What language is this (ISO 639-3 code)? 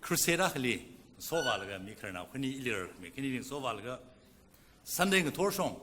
nmf